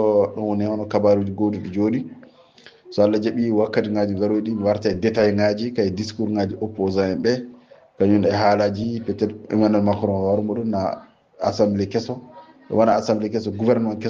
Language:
Fula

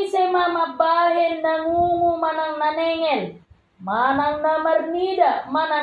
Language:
Batak Toba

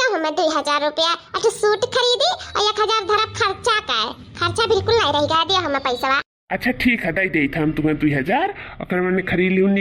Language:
Awadhi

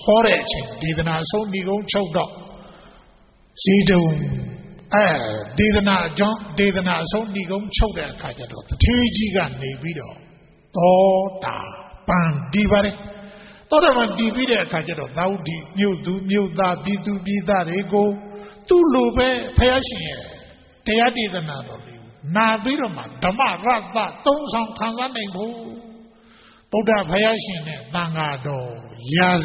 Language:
Burmese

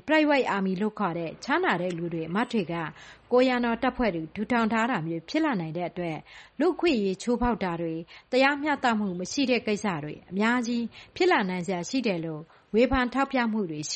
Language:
Burmese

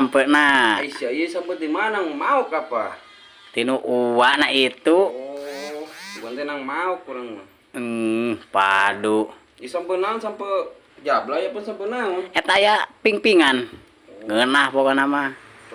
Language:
Sundanese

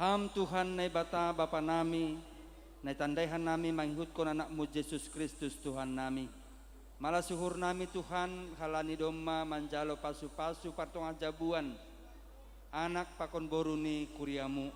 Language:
Batak Simalungun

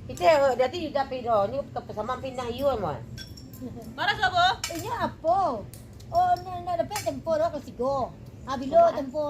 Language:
Minangkabau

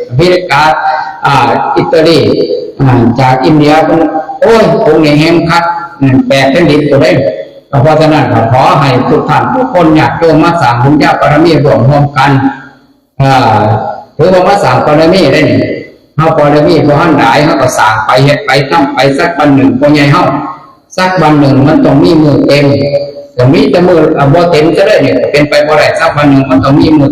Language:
Northeastern Thai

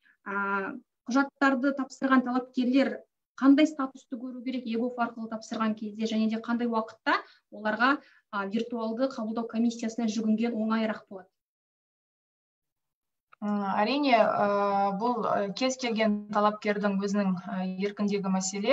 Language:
Kazakh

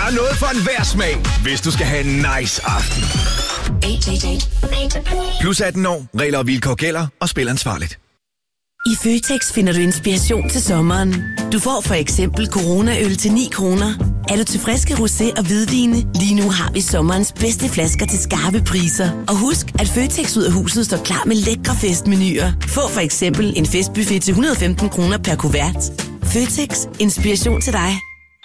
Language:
Danish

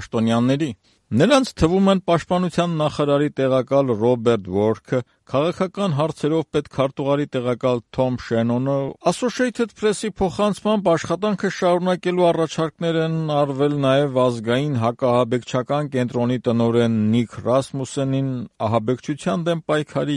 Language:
Armenian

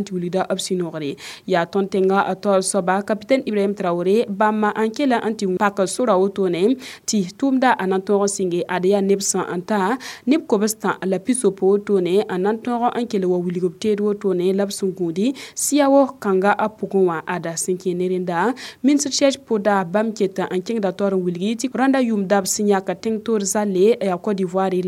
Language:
Mossi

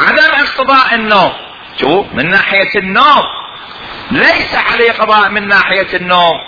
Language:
Mesopotamian Arabic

